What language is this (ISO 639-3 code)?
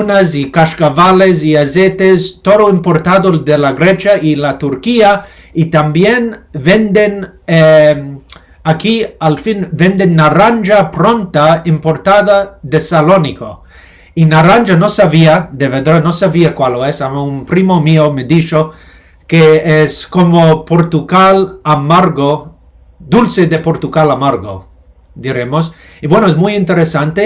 lad